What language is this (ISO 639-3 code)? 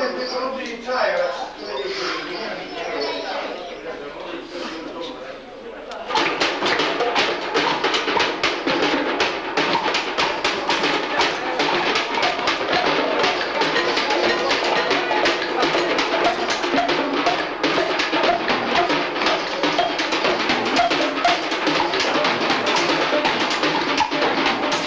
srp